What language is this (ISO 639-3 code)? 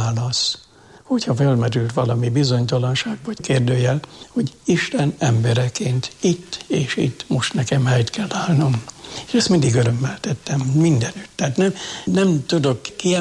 hun